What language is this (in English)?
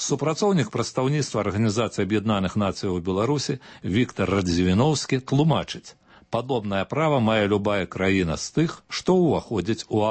Belarusian